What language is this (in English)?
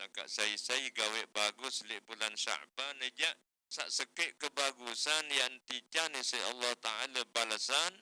Sasak